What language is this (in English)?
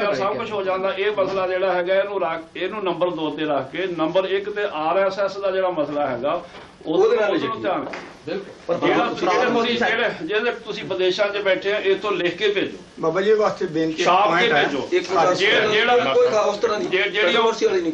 Punjabi